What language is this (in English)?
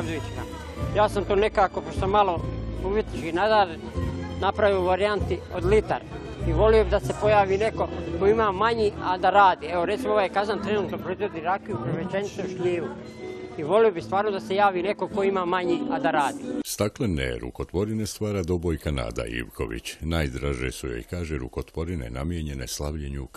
Bosnian